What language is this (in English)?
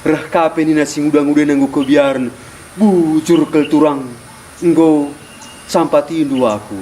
Batak Karo